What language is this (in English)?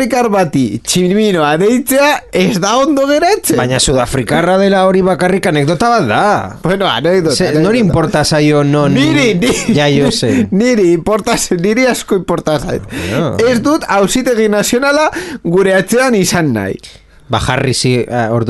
Basque